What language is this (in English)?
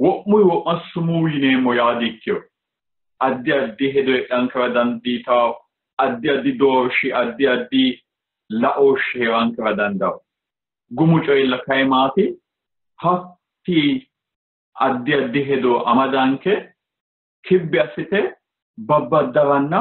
Sidamo